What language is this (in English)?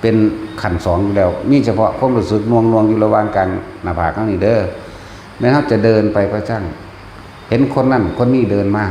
Northeastern Thai